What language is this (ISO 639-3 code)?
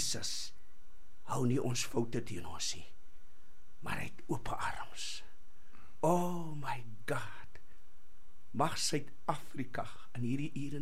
afr